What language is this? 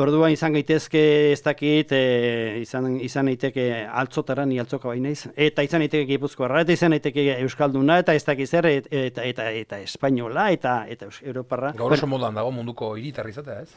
Basque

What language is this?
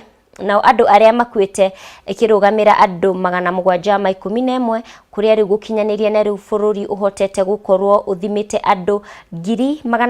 Kikuyu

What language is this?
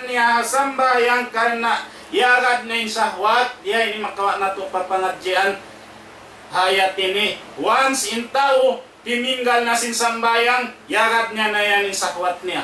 Tausug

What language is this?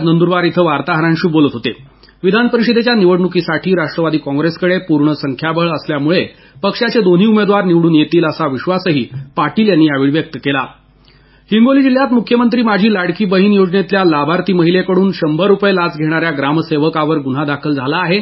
Marathi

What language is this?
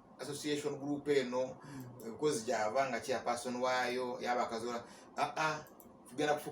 Ganda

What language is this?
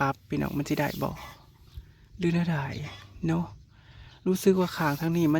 Northeastern Thai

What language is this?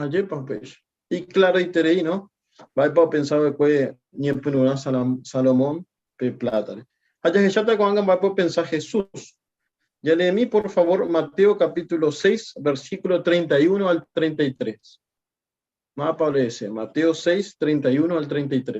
Guarani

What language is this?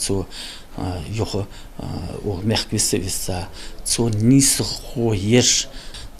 Ingush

